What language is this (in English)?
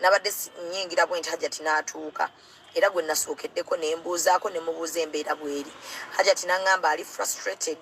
Ganda